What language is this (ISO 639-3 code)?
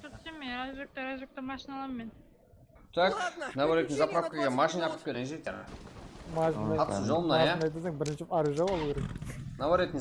kaa